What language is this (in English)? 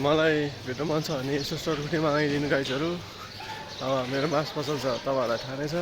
Nepali